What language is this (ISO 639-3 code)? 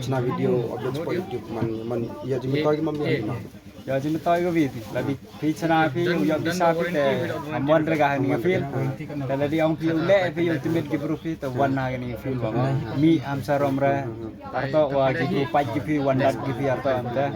kha